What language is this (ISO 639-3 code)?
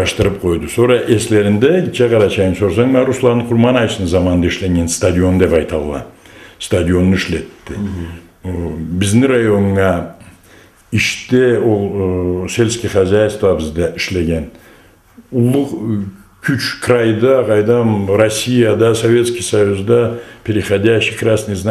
krc